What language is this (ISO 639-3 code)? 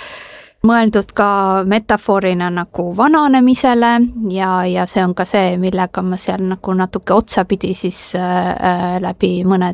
est